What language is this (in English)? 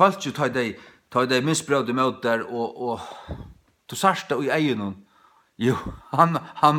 Faroese